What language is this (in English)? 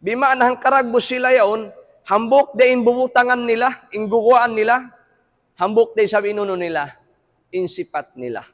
Tausug